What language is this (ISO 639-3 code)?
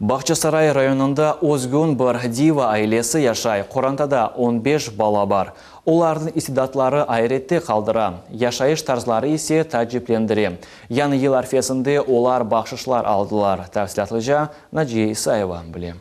crh